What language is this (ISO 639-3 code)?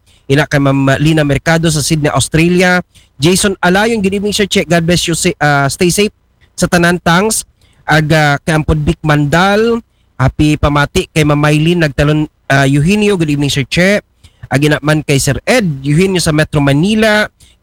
akl